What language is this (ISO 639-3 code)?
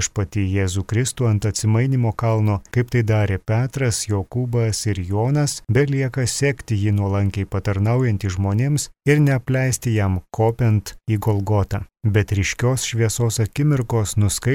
lit